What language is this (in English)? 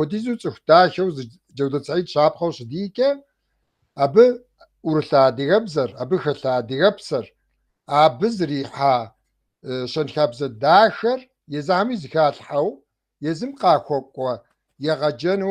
Kabardian